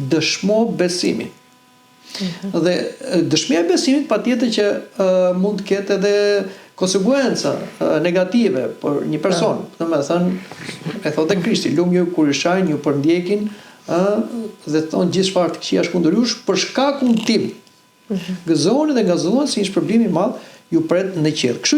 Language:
Albanian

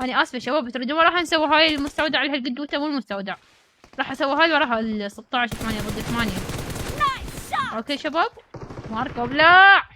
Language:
Mesopotamian Arabic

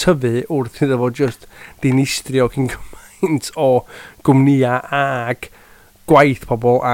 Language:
Welsh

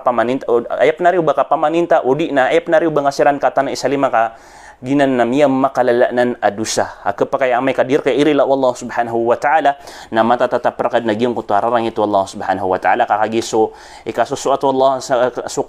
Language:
Maranao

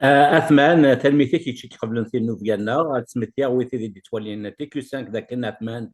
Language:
Kabyle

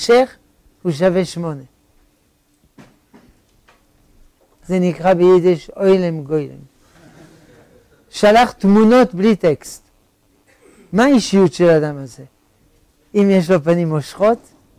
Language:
Hebrew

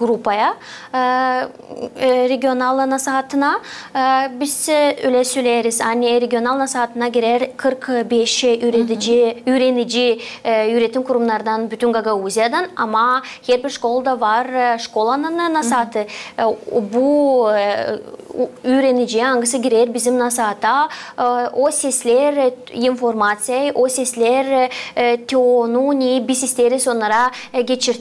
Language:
Gagauz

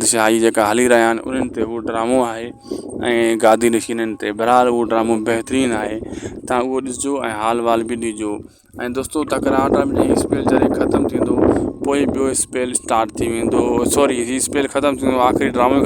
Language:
Sindhi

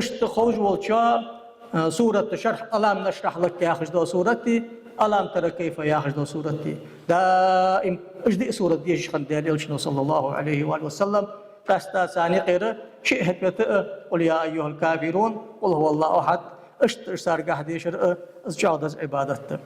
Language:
Ingush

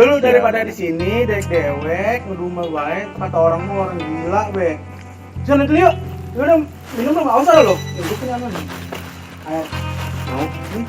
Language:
Betawi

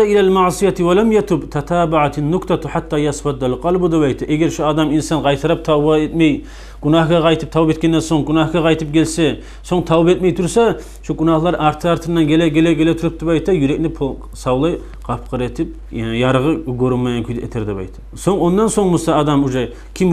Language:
Kumyk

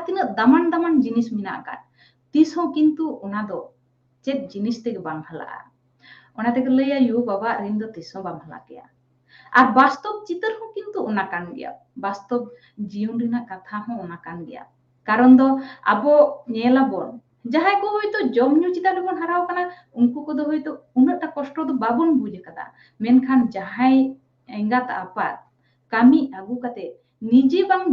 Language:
Santali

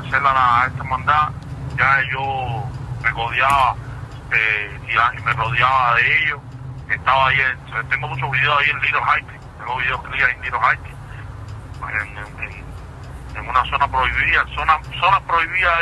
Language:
Spanish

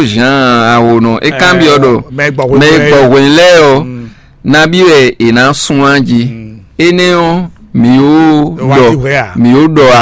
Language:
Fon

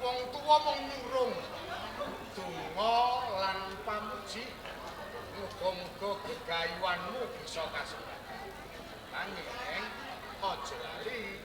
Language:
Javanese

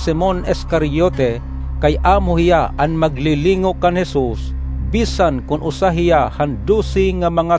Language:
Waray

